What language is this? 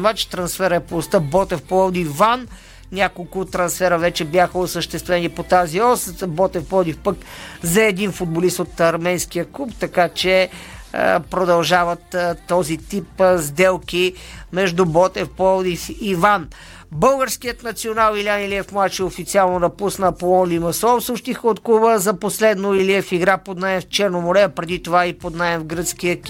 Bulgarian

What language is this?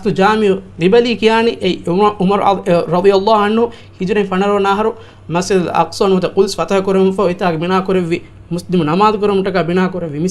Divehi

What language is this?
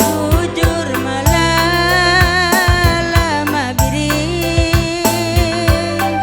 Batak Karo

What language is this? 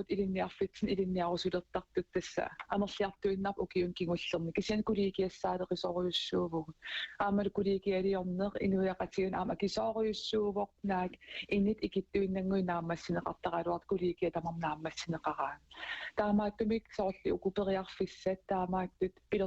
Kalaallisut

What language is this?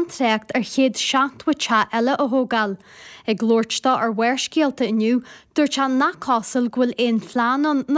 Irish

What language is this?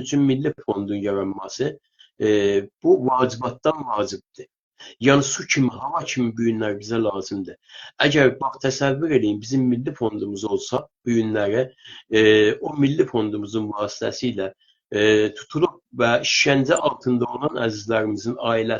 South Azerbaijani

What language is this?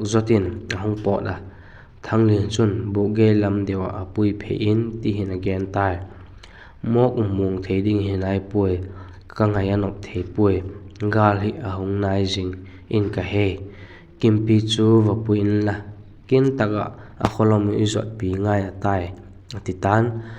Vaiphei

